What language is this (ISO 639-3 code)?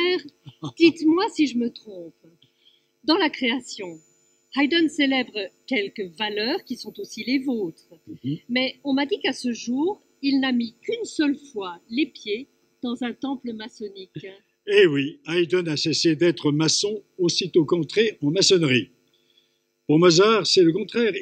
fra